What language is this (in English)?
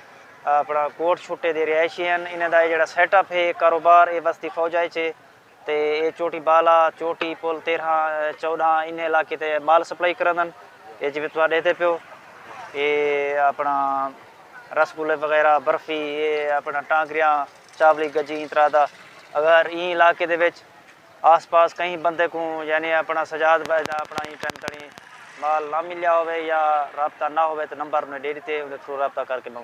Saraiki